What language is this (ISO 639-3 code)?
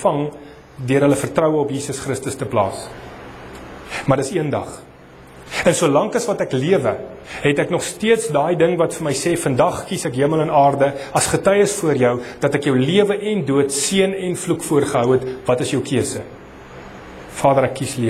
afr